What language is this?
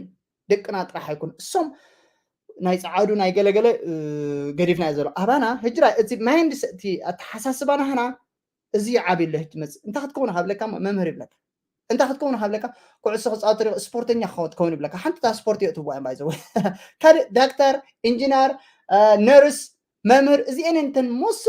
Tigrinya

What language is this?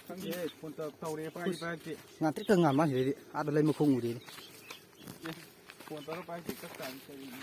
Manipuri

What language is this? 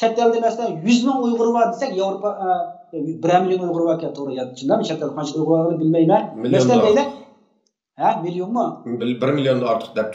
Uyghur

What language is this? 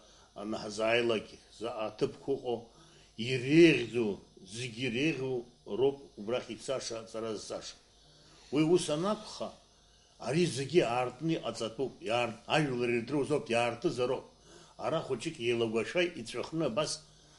Abkhazian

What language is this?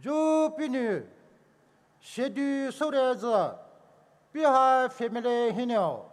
Poumei Naga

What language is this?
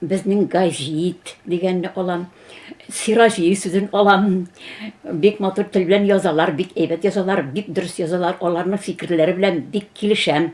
Tatar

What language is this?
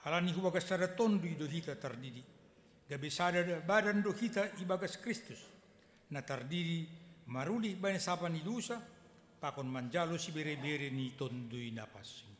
Batak Simalungun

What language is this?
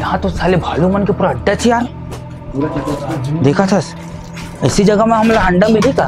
Chhattisgarhi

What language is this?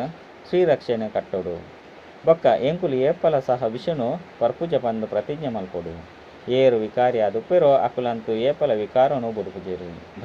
Tulu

